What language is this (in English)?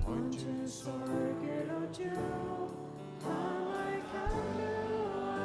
Faroese